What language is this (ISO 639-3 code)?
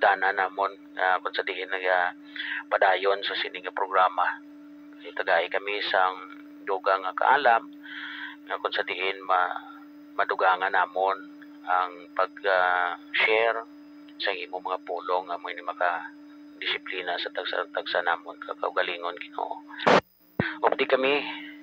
hil